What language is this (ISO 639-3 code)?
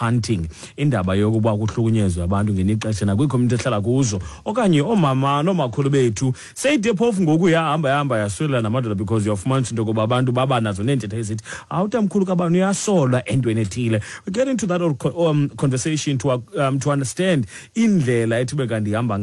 xho